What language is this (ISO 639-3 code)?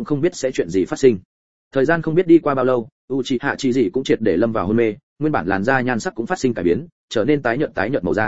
vie